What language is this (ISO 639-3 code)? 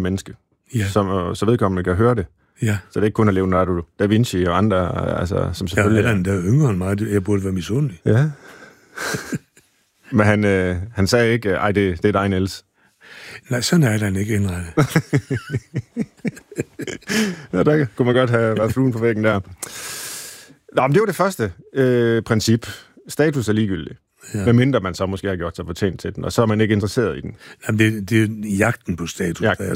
dan